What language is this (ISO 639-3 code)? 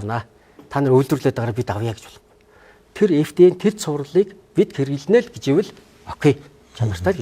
mon